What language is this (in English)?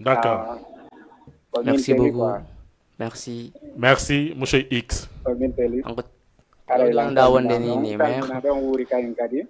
Fula